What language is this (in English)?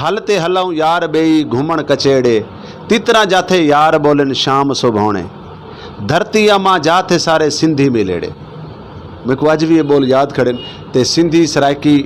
Saraiki